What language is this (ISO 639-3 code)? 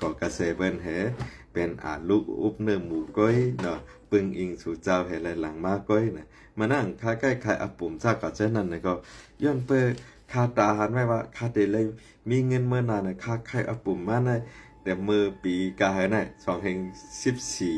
shn